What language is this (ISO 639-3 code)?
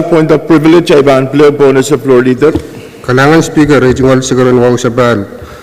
pon